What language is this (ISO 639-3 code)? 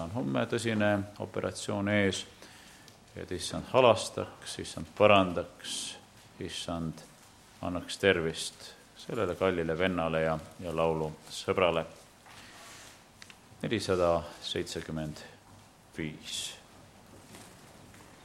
est